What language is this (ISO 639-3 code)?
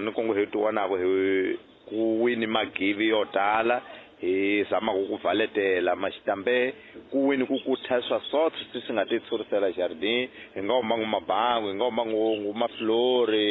tso